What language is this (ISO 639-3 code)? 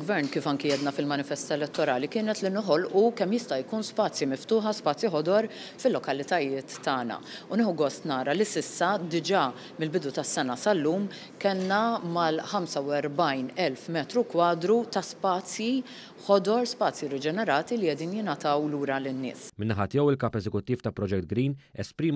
mlt